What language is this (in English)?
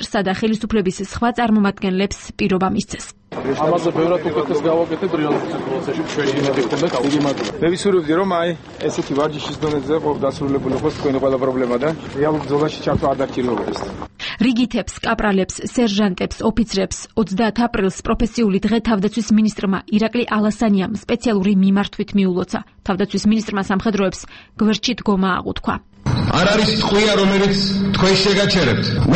Georgian